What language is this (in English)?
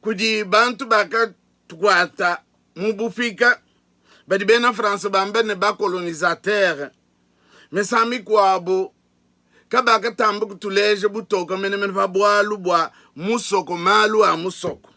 Luba-Lulua